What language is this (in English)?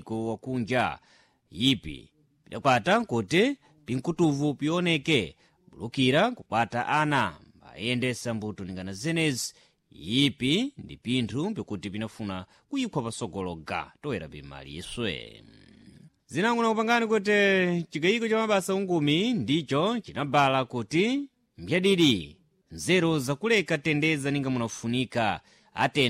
Sena